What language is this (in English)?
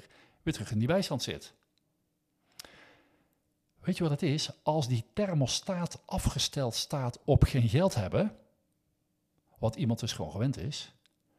Dutch